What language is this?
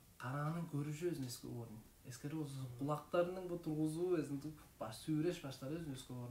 Tuvinian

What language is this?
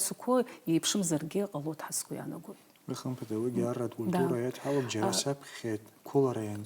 Abkhazian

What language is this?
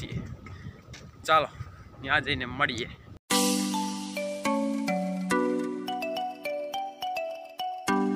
Gujarati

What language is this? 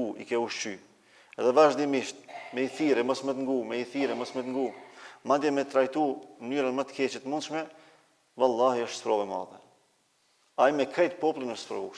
Albanian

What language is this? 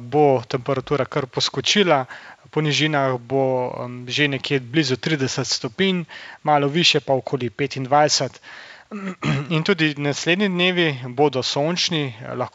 Slovenian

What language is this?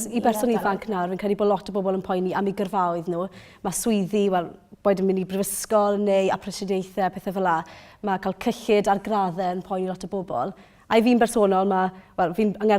Welsh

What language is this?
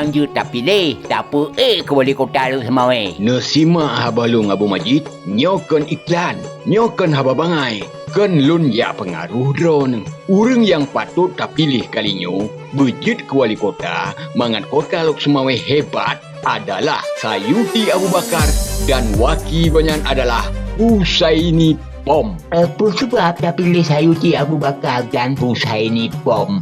Achinese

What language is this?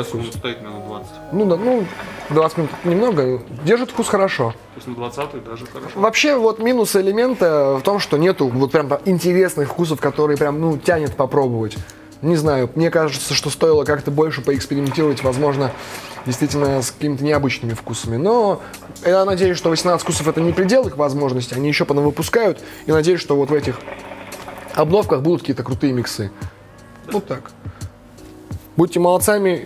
Russian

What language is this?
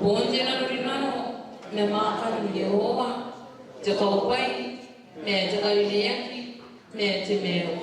Gilbertese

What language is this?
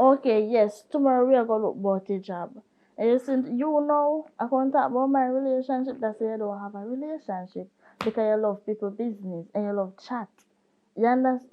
Jamaican Creole English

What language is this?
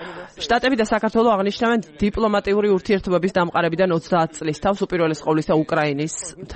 Georgian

